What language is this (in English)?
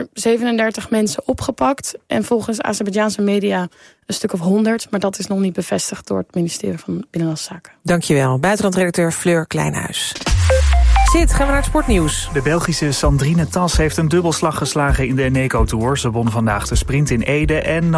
Dutch